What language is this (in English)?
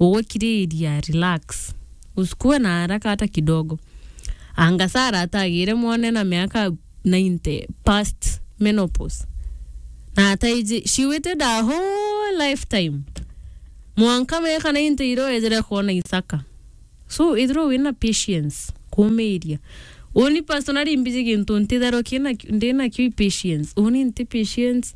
Meru